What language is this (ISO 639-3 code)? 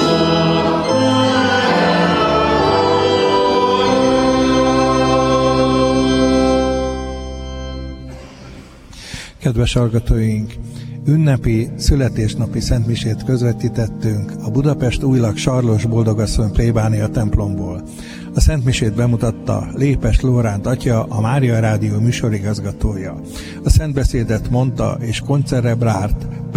hun